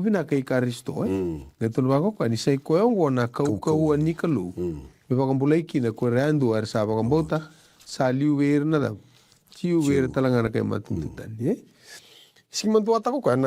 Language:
Fijian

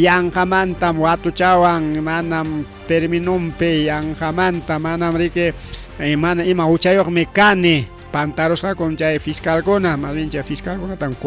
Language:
Ayacucho Quechua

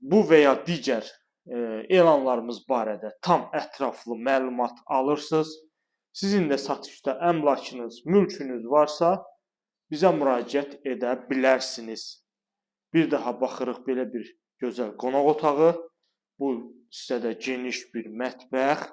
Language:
Azerbaijani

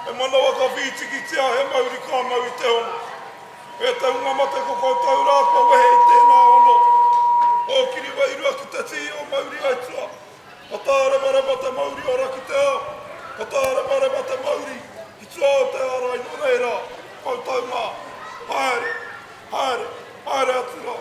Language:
Māori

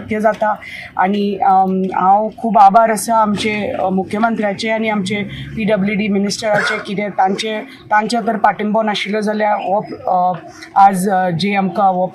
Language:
Konkani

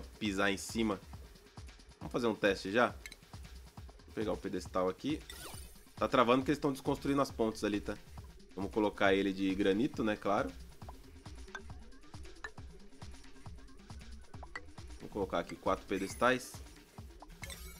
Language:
Portuguese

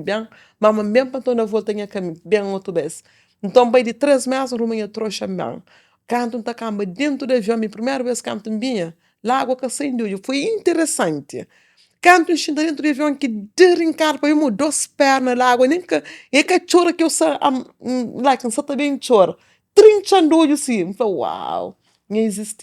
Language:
Kabuverdianu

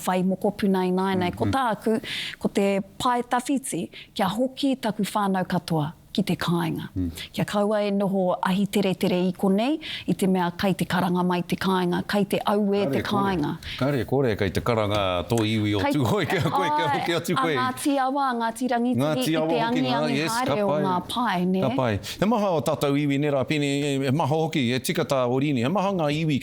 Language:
Māori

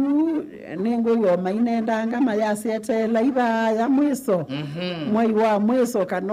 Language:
Kamba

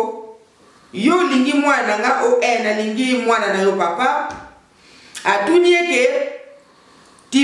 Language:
Lingala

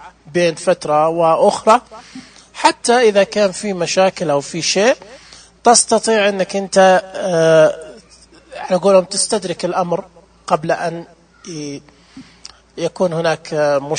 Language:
Najdi Arabic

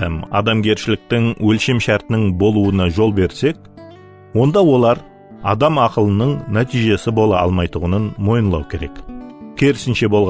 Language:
Kara-Kalpak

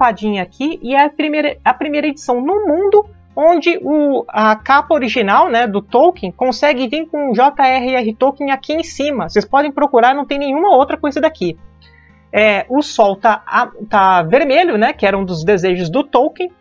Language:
Portuguese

